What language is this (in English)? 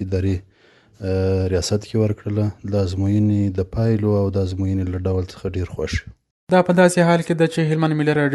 Pashto